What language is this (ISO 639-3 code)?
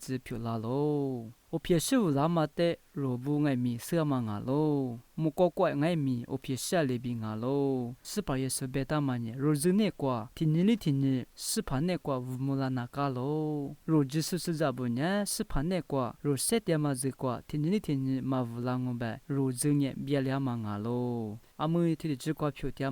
lis